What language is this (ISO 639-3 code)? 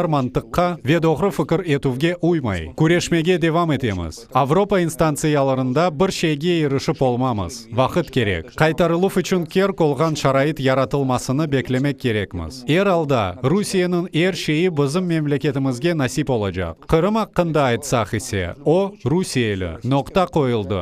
crh